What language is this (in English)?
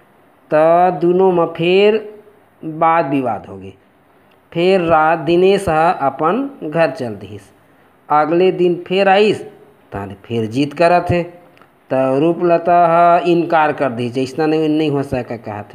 Chhattisgarhi